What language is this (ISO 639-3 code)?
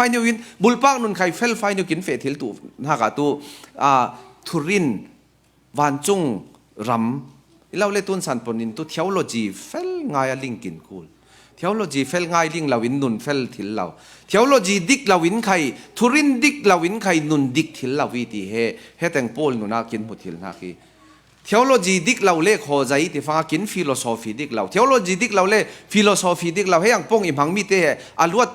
cfm